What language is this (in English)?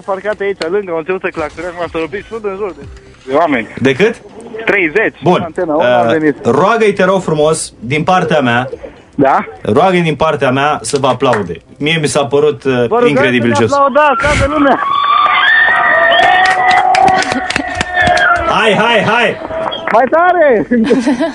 Romanian